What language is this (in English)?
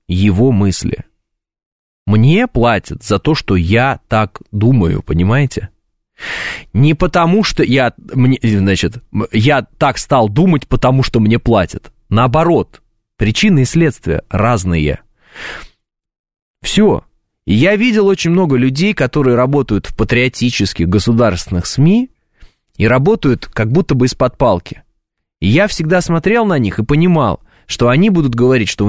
Russian